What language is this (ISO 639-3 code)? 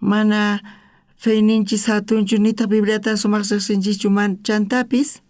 quh